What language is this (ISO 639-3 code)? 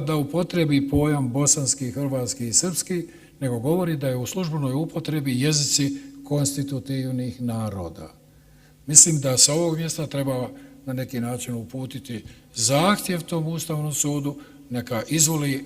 bos